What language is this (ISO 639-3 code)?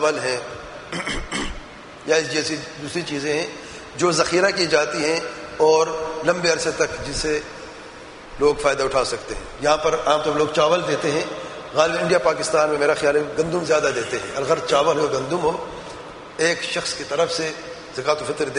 urd